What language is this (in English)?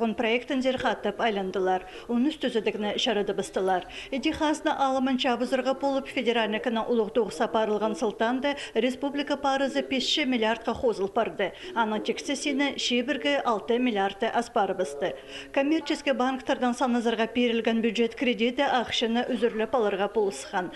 Khakas